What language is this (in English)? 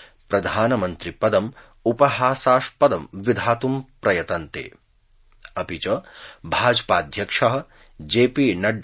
Sanskrit